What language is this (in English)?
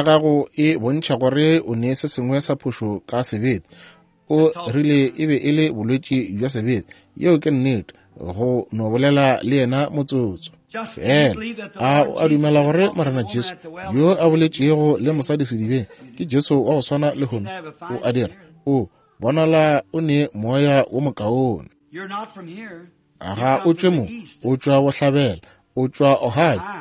Northern Sotho